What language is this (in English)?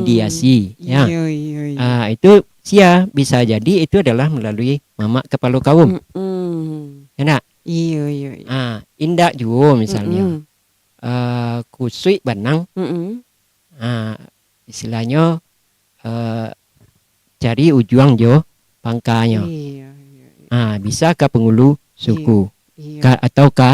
Minangkabau